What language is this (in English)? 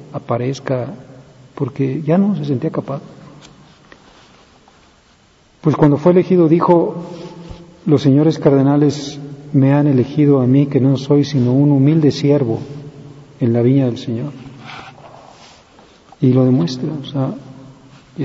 Spanish